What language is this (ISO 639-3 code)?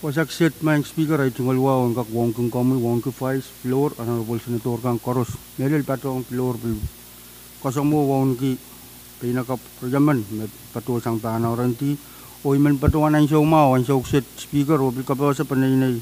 pon